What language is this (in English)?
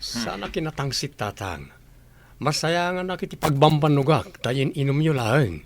Iloko